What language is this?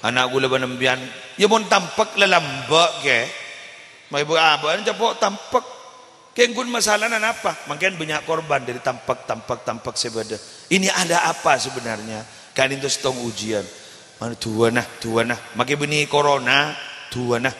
Madurese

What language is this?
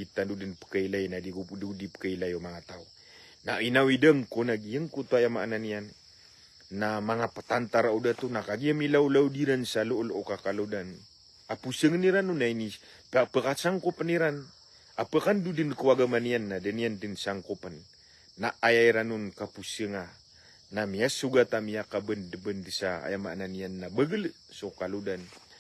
Maranao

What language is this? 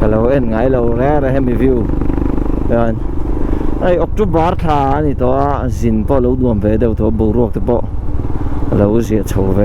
Mizo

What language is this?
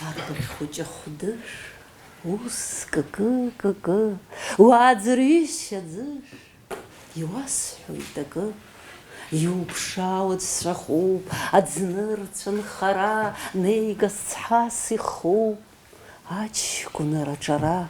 Abkhazian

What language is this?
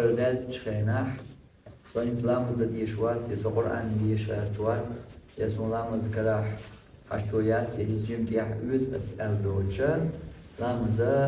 Chechen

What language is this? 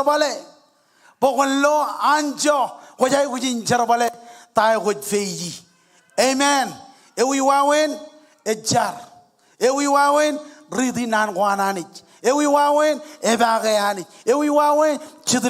Marshallese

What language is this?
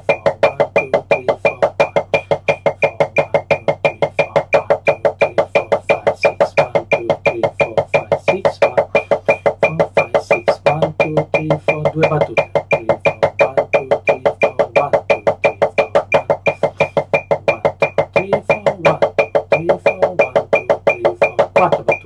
Italian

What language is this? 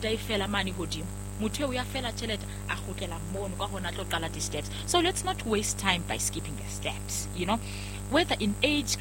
Southern Sotho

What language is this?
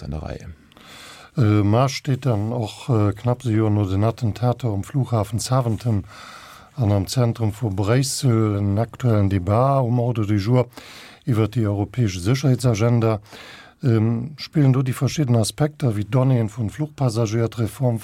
Luxembourgish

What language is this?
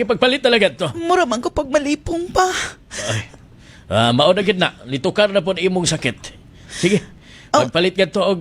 Cebuano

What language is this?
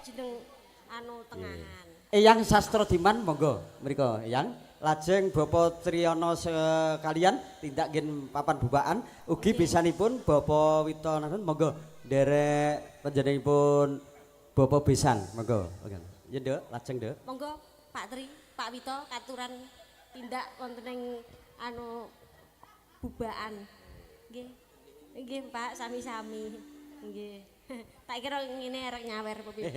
Javanese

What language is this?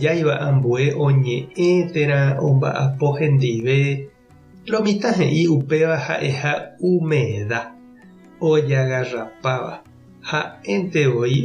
Guarani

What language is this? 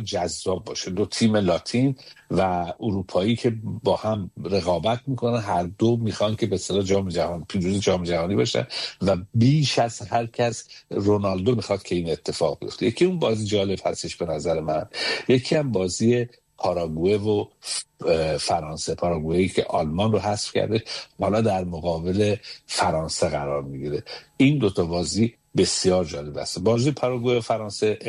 Persian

